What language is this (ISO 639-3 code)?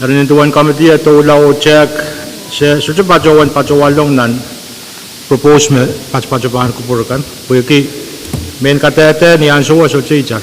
pon